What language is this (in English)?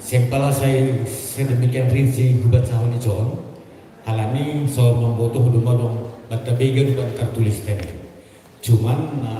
Batak Simalungun